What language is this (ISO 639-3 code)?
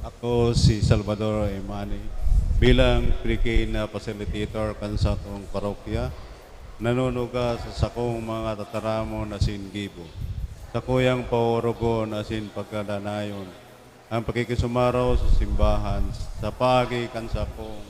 bik